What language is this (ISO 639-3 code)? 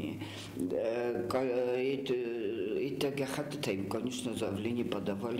oss